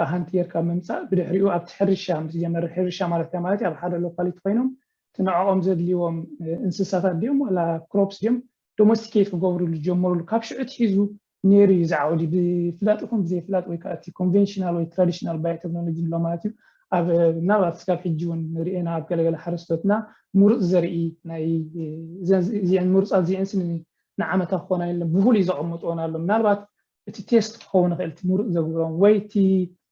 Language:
Tigrinya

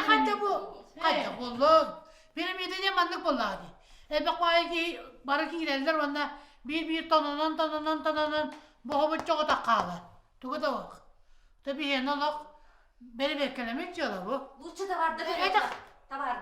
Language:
Yakut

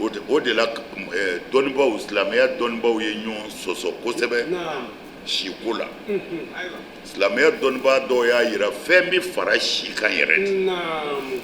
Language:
Bambara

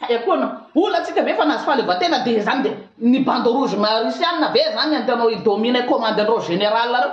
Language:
Malagasy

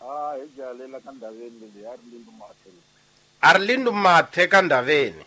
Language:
Tsonga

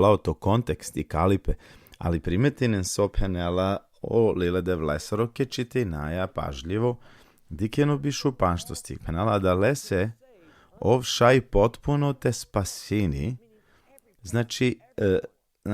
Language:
Balkan Romani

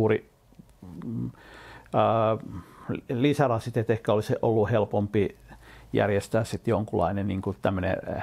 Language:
Finnish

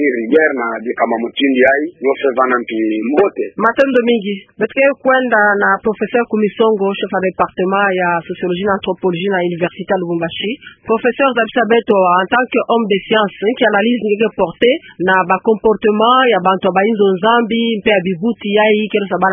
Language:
Kituba (Democratic Republic of Congo)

